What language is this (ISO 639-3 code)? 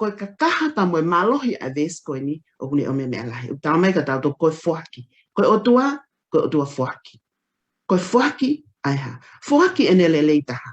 ton